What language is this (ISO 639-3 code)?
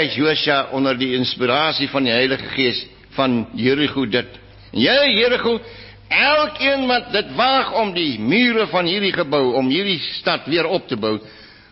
afr